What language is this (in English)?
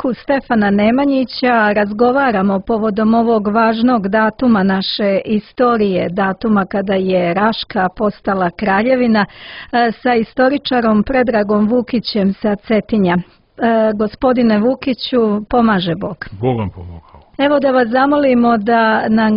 Serbian